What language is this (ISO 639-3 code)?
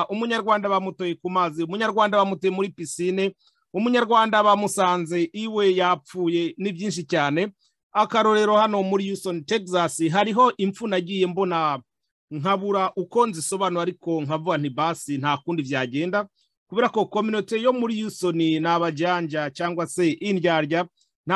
kin